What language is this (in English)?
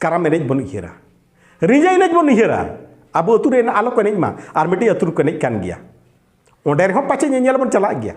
Santali